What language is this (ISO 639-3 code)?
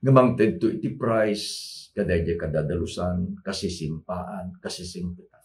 ilo